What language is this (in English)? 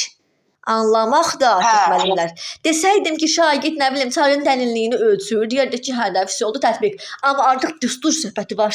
Azerbaijani